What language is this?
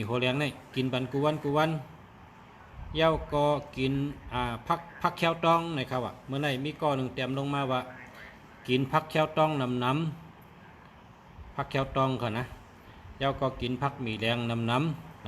Shan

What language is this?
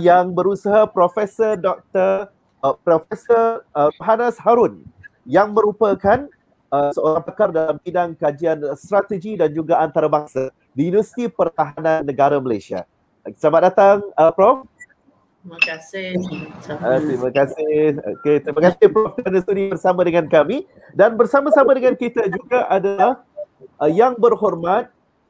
Malay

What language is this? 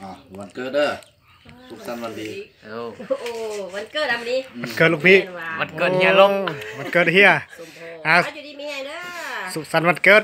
Lao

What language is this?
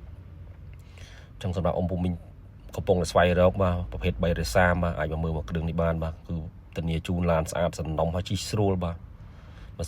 Khmer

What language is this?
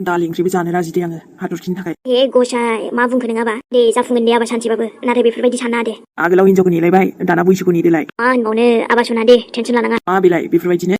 Bodo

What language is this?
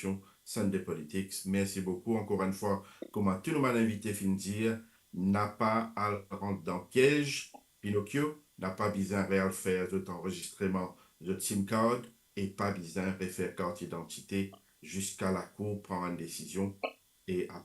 Morisyen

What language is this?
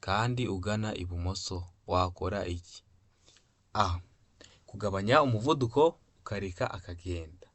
Kinyarwanda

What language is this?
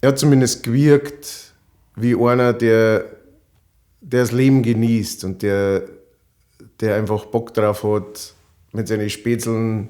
Bavarian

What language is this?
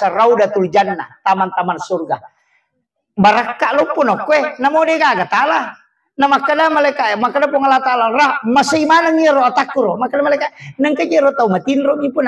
Buginese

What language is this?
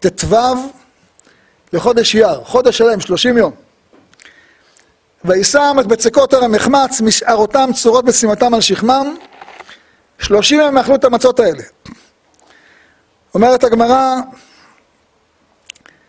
Hebrew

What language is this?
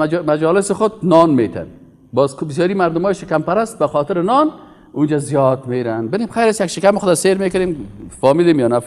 Persian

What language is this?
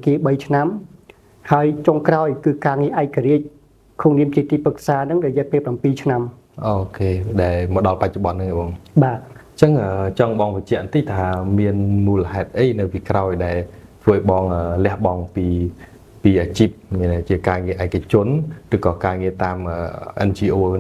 Khmer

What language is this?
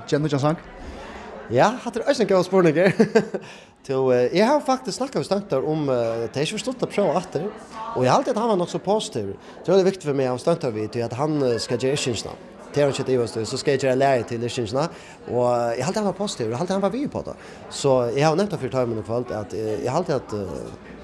Faroese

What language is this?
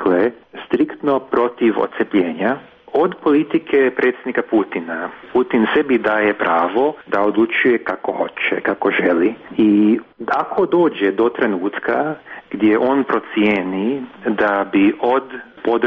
Serbian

